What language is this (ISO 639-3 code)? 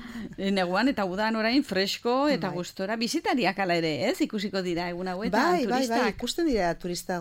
eus